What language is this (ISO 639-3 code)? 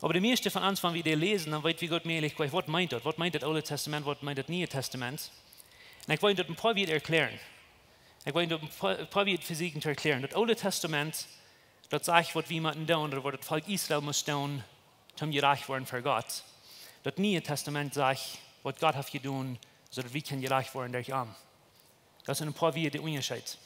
pdt